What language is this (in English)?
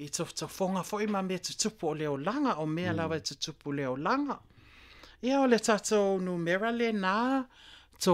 Samoan